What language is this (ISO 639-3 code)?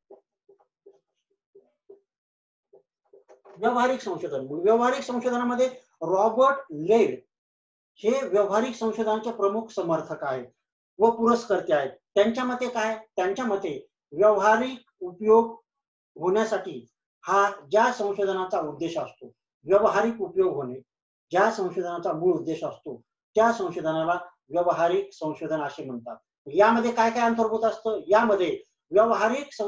mar